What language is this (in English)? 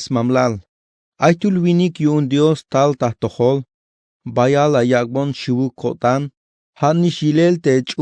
Tzeltal